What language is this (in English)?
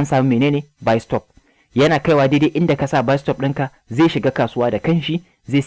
Hausa